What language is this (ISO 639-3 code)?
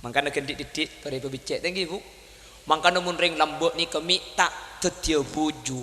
mad